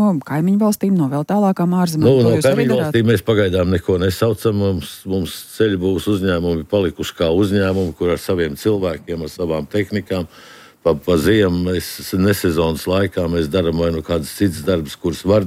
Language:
Latvian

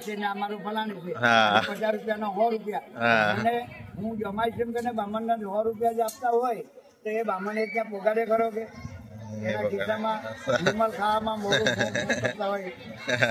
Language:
Gujarati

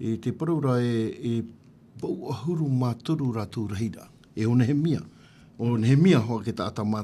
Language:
Tahitian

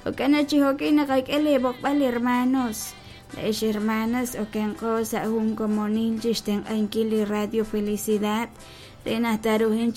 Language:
Kekchí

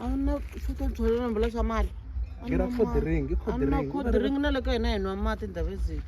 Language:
Tsonga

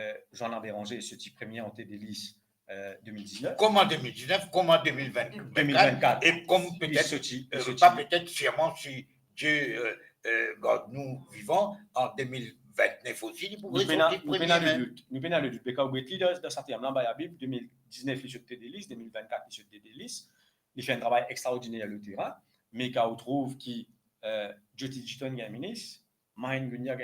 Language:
Morisyen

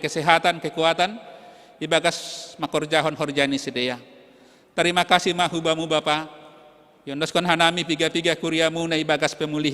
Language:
Batak Simalungun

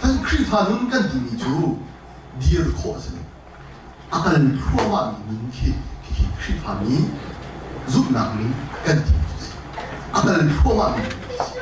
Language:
Hakha Chin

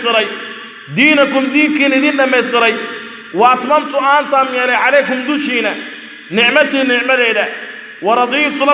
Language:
Somali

